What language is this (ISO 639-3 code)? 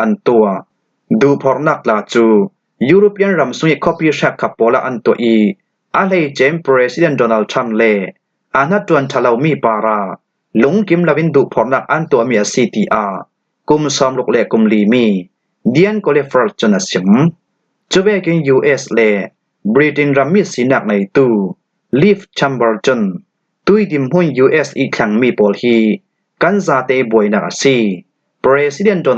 cfm